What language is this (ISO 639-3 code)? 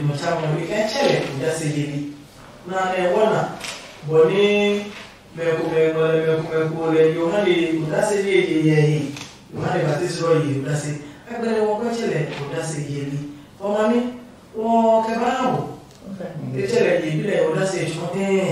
ada